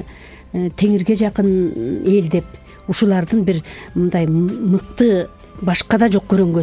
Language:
Kyrgyz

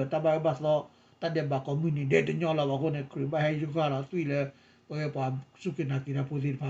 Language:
S'gaw Karen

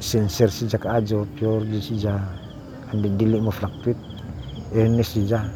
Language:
Cebuano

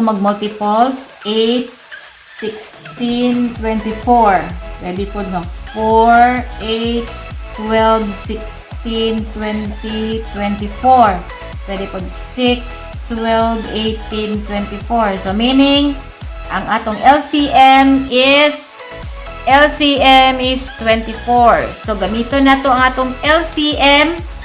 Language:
Cebuano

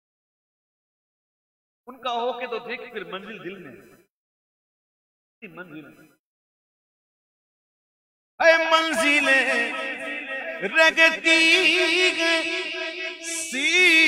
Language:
Hindi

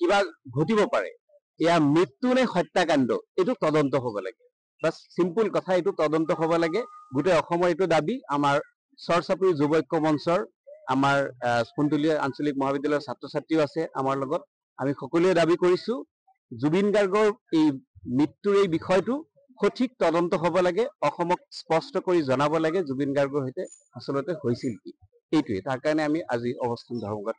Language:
Assamese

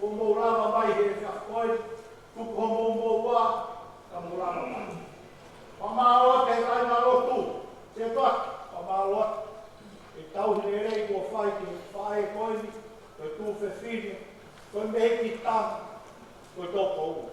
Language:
Tongan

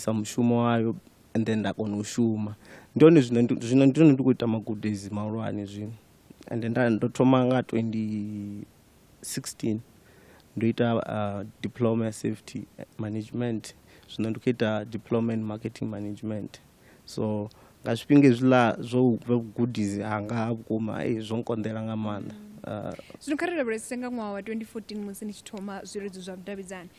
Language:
Venda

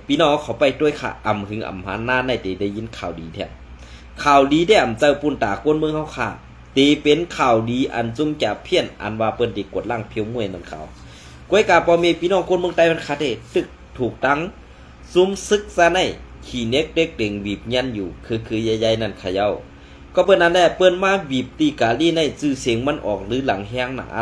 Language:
Shan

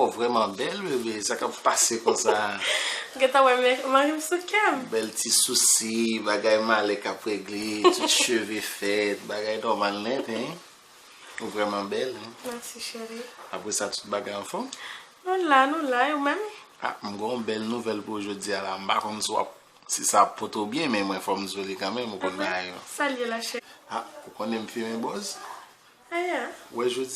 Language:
Haitian Creole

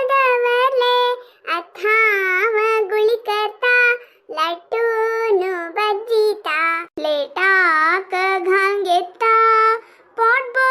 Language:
Konkani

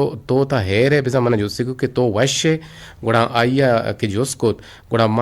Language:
Eastern Balochi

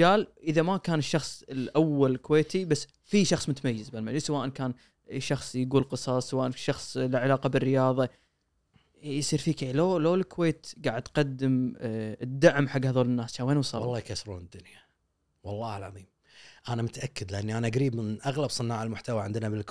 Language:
Gulf Arabic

